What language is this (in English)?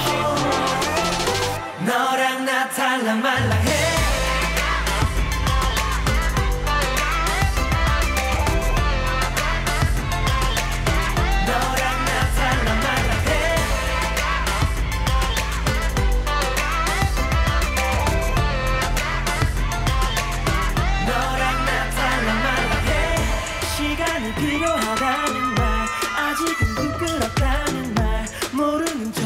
Korean